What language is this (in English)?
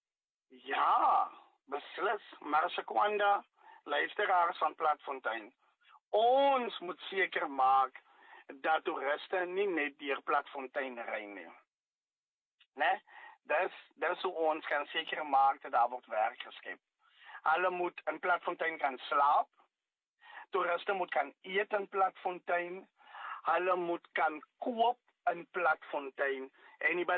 Afrikaans